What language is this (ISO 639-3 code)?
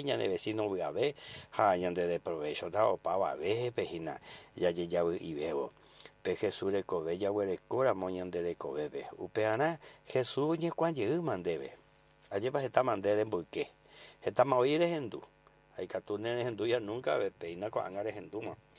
grn